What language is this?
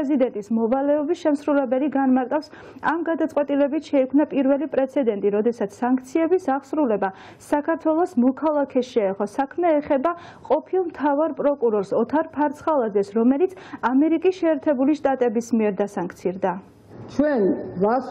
Georgian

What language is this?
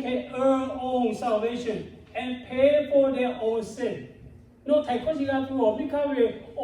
Lahu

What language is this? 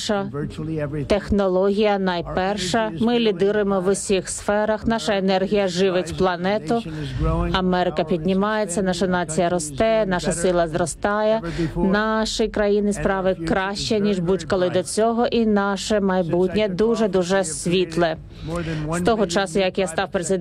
Ukrainian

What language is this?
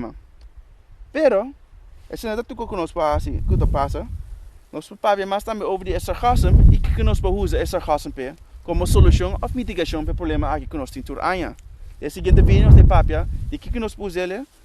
Papiamento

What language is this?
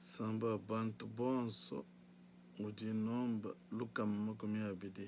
Luba-Lulua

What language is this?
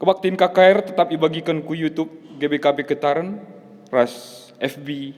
Batak Karo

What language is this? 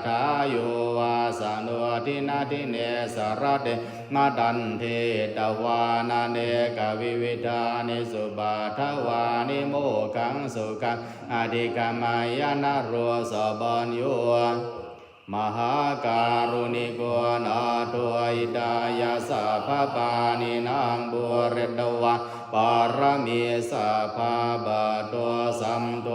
Pali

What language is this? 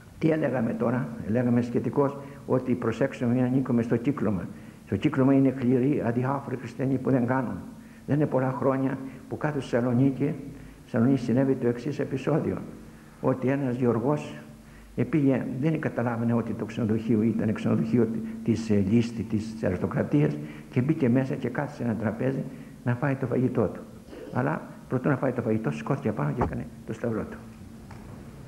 Greek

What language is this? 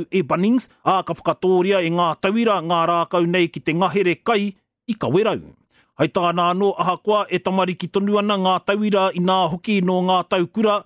Māori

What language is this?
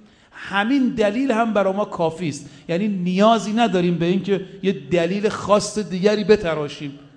Persian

